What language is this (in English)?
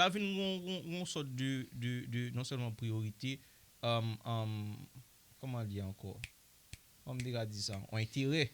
Haitian Creole